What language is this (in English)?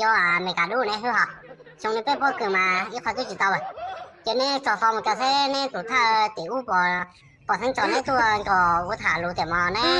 Hmong